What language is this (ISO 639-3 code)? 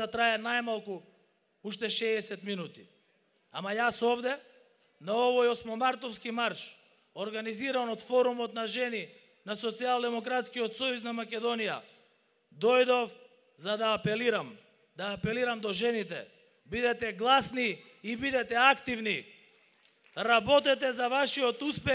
mkd